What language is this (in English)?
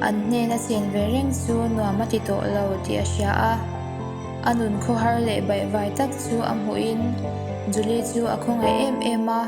Mizo